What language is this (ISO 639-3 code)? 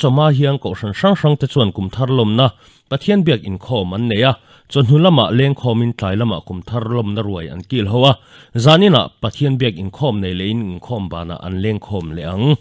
lus